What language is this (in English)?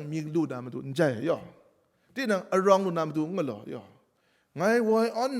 Kachin